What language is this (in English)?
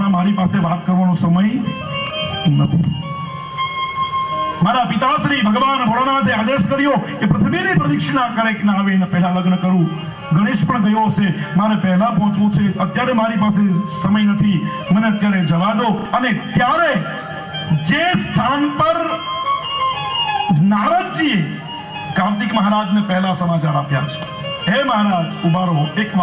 Gujarati